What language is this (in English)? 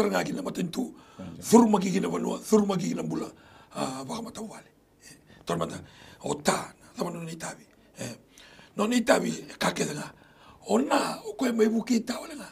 Fijian